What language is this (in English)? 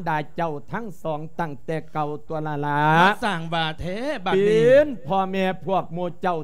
Lao